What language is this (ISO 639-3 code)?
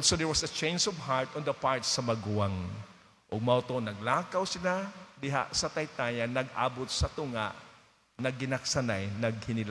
ceb